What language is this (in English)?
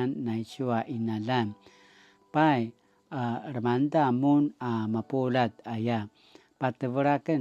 Paiwan